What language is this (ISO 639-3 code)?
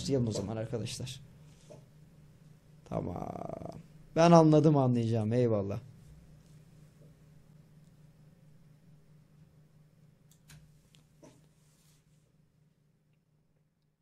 tur